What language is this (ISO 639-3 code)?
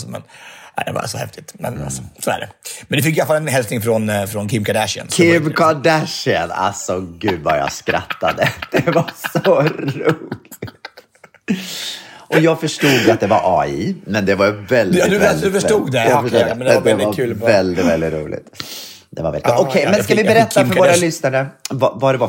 swe